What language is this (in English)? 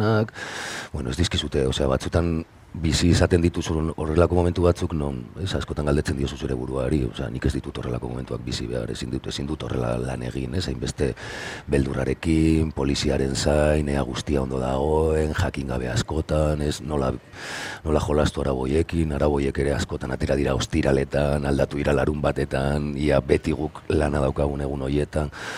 Basque